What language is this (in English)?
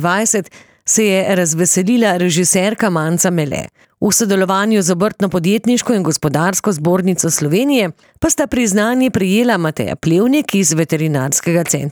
Slovenian